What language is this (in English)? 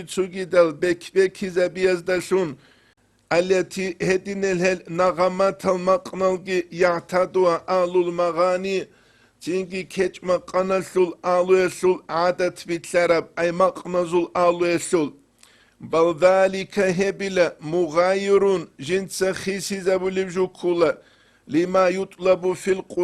Avaric